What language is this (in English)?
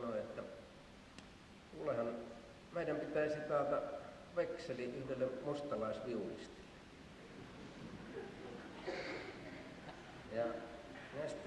Finnish